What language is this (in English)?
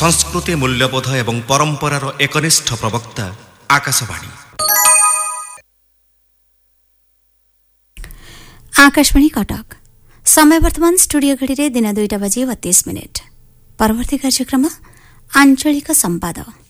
Odia